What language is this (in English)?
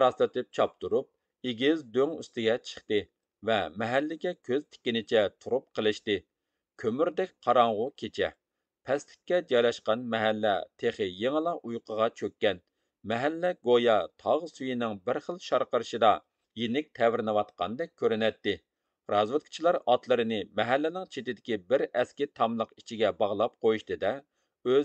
Uyghur